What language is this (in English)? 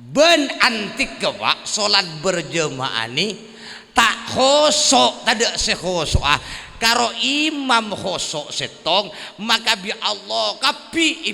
Madurese